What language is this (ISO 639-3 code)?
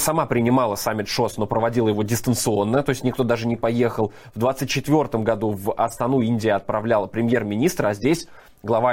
rus